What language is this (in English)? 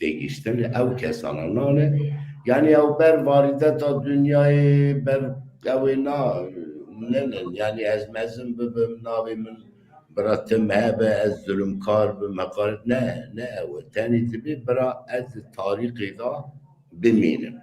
Kurdish